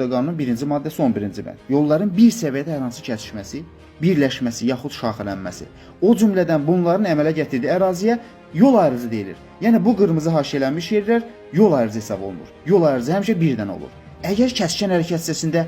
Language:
Azerbaijani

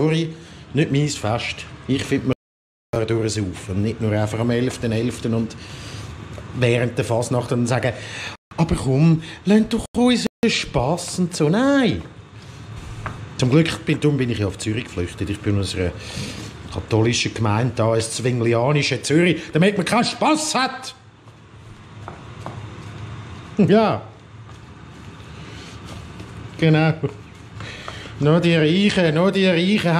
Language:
Swiss German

